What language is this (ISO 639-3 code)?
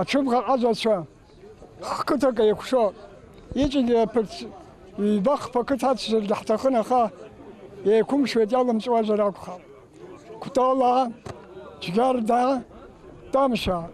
abk